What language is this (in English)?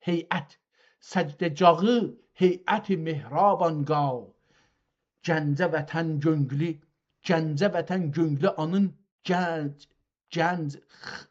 South Azerbaijani